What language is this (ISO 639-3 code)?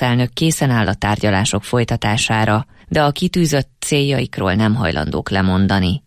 hun